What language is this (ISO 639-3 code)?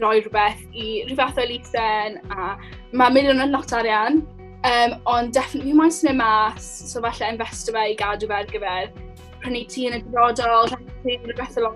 cym